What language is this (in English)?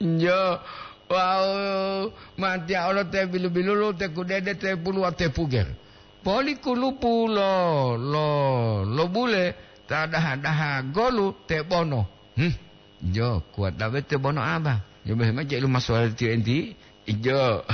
Gorontalo